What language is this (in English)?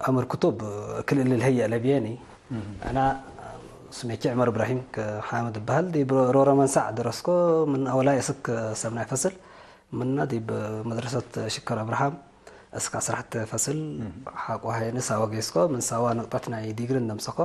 Tigre